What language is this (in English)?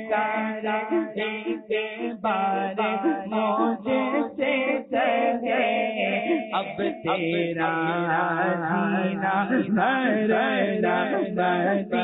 Urdu